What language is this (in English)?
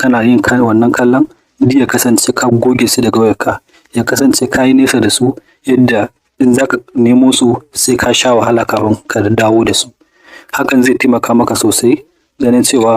Hausa